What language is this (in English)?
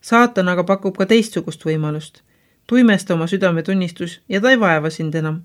Estonian